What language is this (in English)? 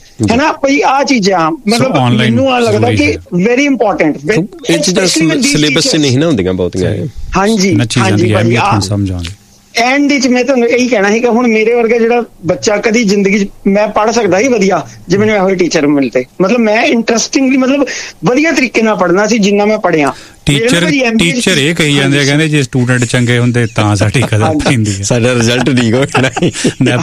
Punjabi